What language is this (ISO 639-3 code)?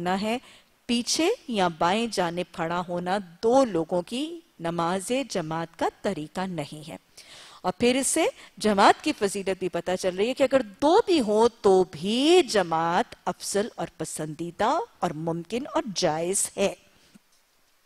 urd